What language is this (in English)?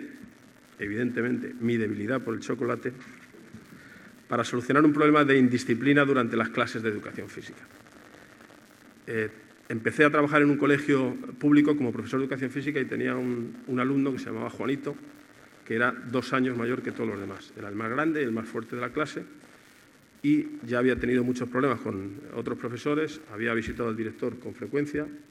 Spanish